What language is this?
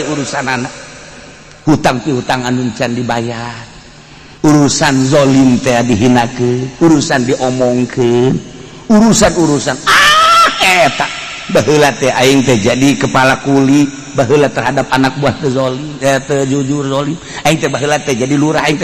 Sundanese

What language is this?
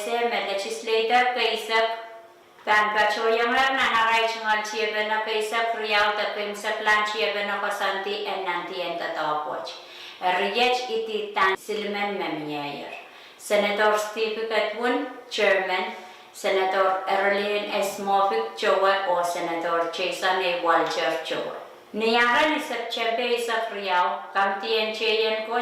Pohnpeian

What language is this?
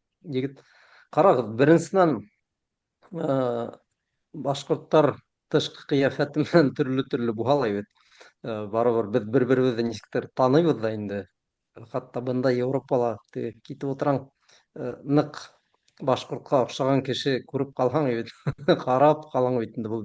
Bashkir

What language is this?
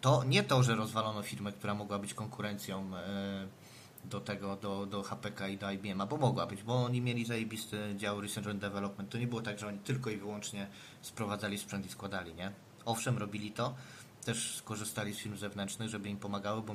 Polish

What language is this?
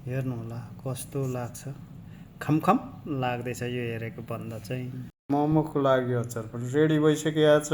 Nepali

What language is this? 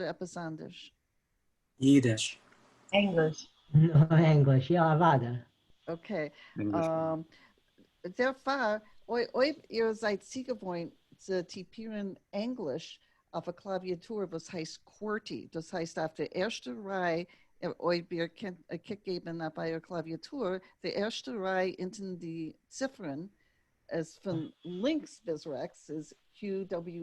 Yiddish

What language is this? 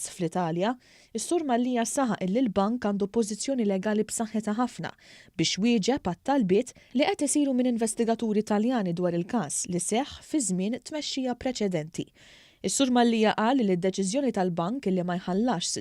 Maltese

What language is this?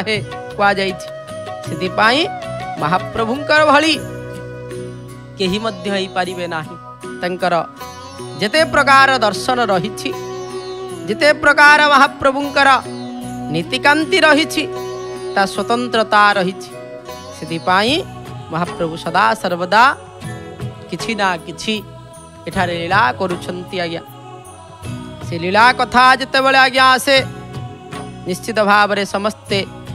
Odia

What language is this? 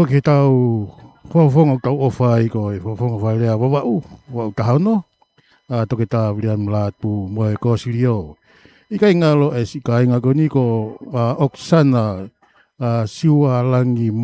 Tongan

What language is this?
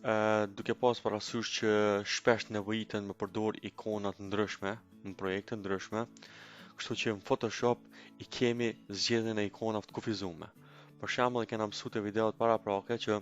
Albanian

